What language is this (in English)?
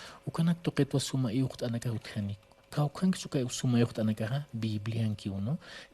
Aymara